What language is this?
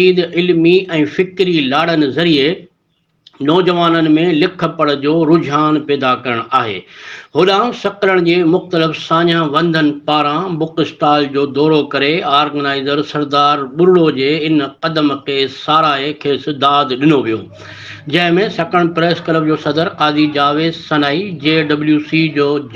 Sindhi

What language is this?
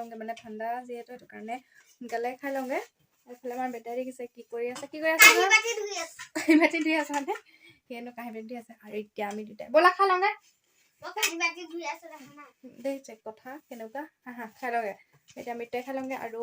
Assamese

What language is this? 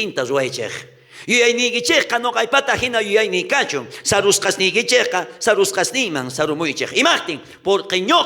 South Bolivian Quechua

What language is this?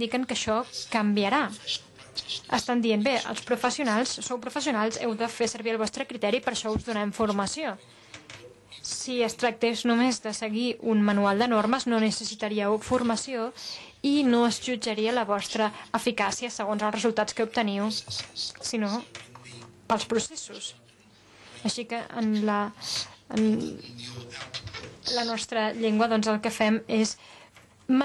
Catalan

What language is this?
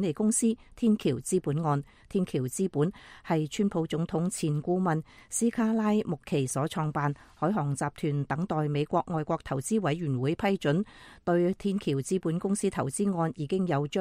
Cantonese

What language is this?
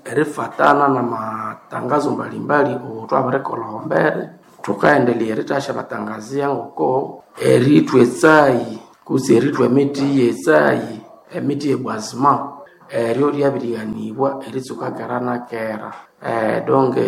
Nande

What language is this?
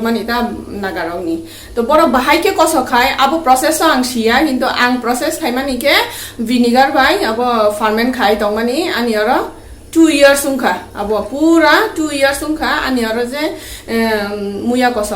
Kok Borok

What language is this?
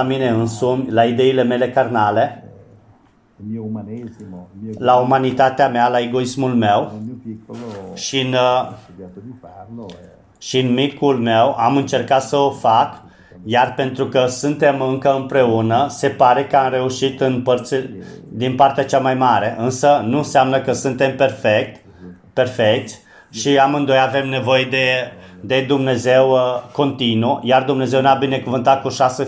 Romanian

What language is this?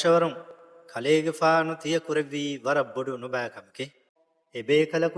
Divehi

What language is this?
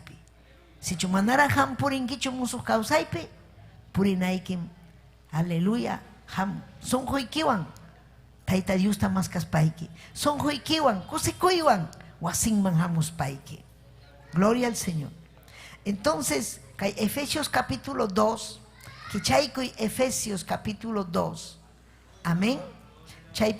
Ayacucho Quechua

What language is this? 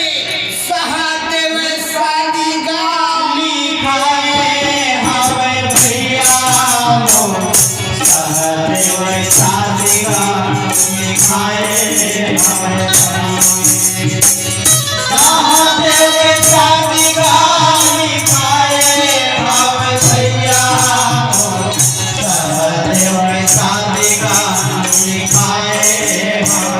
Chhattisgarhi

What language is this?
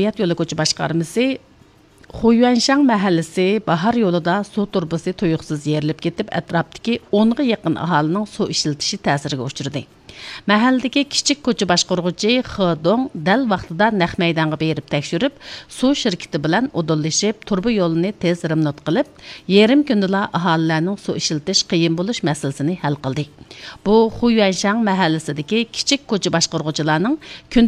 Uyghur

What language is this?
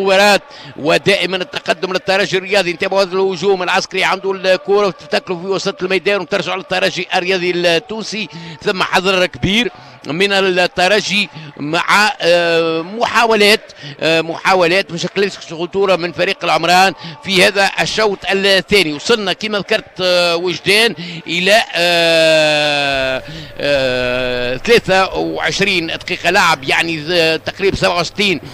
Tunisian Arabic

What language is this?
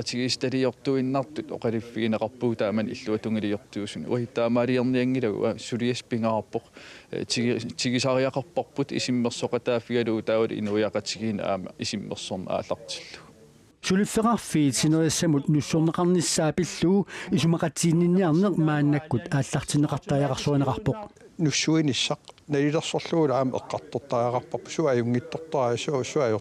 Kalaallisut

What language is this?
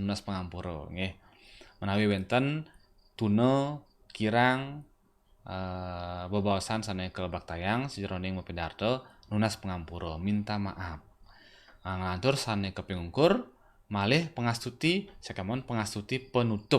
Balinese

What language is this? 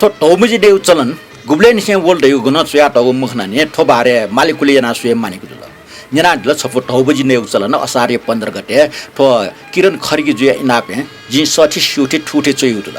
Newari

